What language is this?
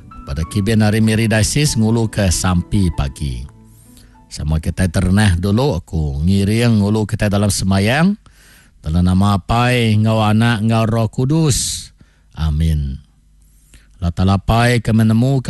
Iban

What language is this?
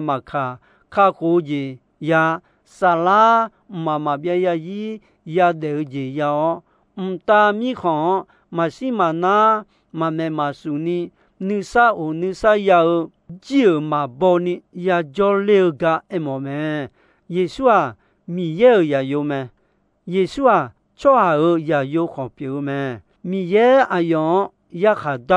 Akha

